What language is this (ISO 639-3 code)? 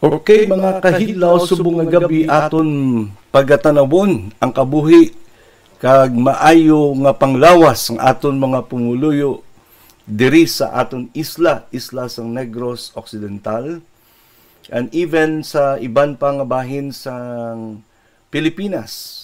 hil